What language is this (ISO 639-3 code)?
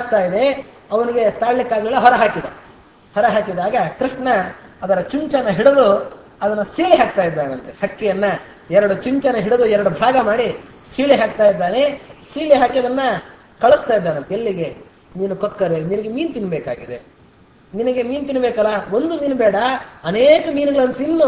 kan